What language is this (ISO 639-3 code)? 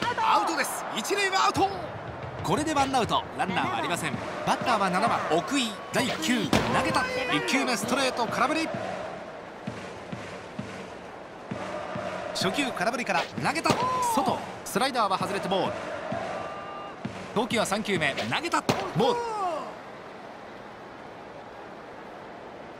jpn